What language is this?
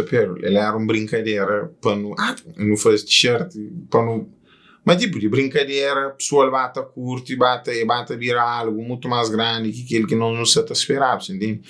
Kabuverdianu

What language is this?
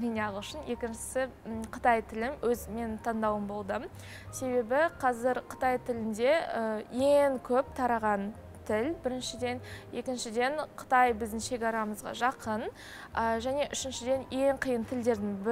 Kazakh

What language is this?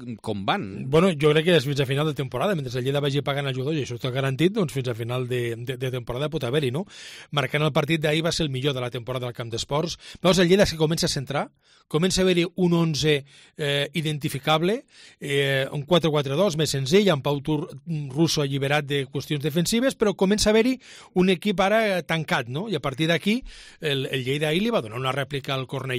Catalan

